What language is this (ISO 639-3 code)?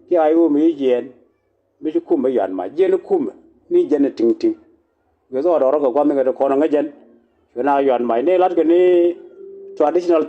nus